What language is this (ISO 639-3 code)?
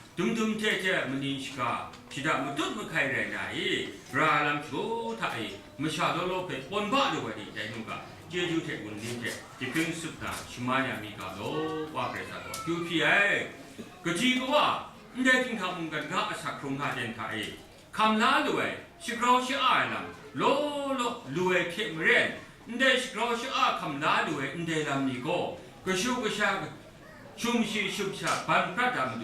kac